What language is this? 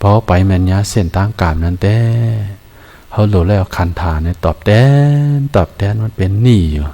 Shan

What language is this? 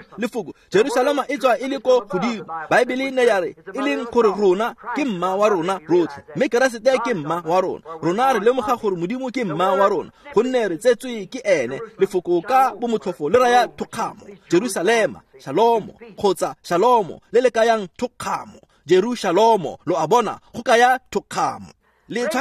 Tswana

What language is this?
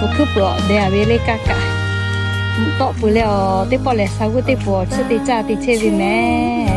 Lahu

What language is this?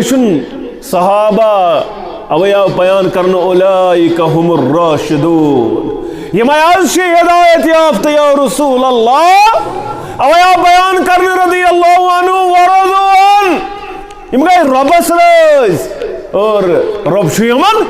Kashmiri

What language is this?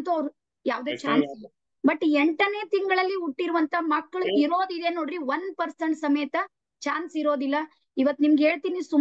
Kannada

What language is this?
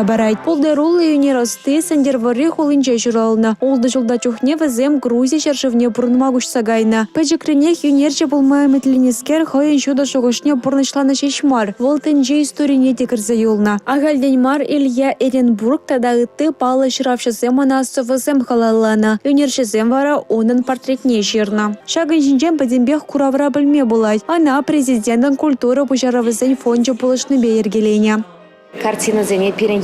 Chuvash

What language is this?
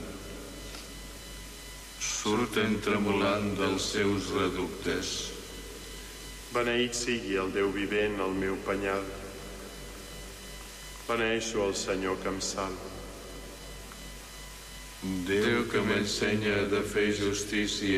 Catalan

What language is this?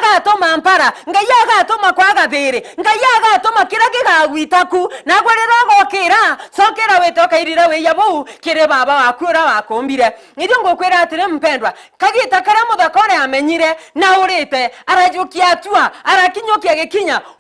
Meru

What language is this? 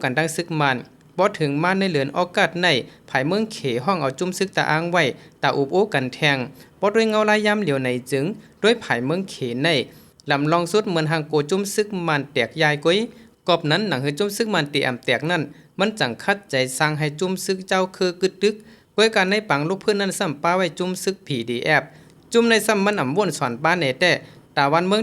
Shan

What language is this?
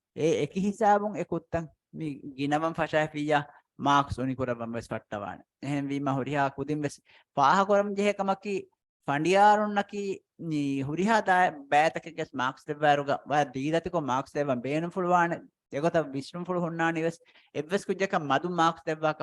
Divehi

